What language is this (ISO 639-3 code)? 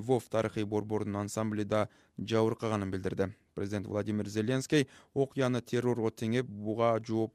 kir